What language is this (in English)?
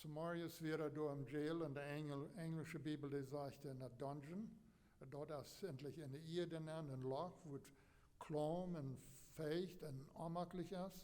Plautdietsch